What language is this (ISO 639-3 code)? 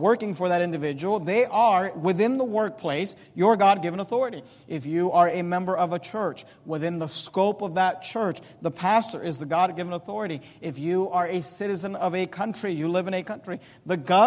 eng